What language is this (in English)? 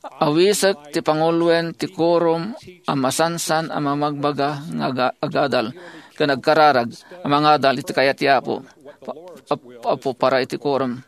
Iloko